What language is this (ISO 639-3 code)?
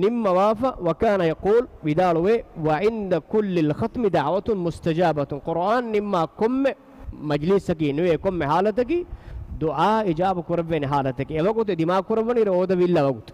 div